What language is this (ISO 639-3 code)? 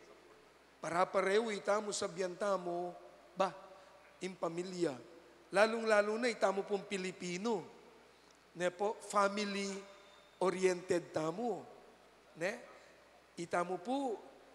pam